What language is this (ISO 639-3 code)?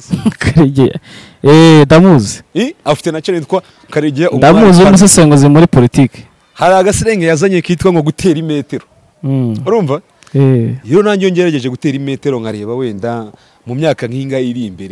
kin